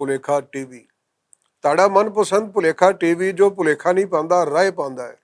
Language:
Western Panjabi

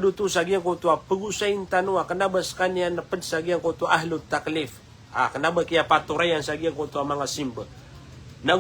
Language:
Maranao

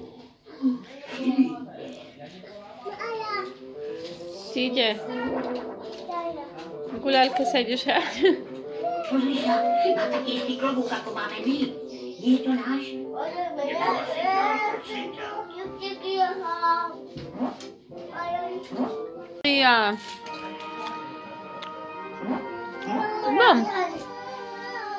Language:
Slovak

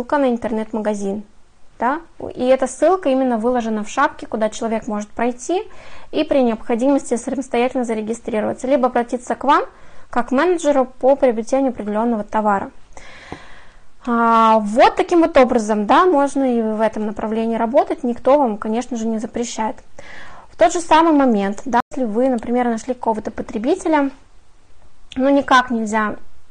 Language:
Russian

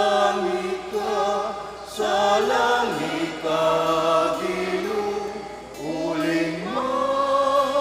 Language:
Pampanga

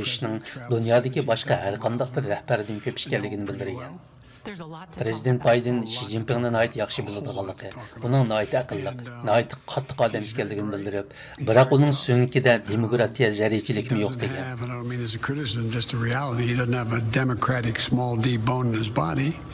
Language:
Uyghur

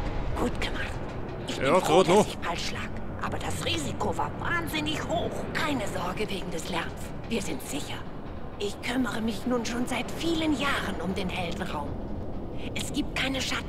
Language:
Bavarian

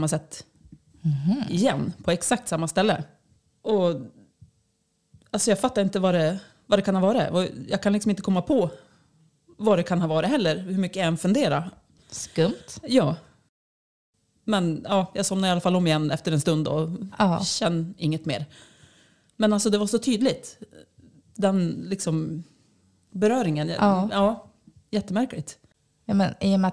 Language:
Swedish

